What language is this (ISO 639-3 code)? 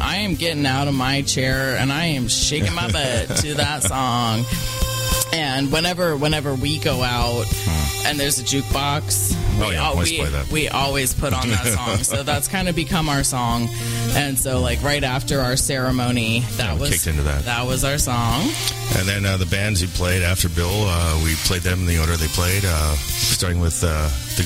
eng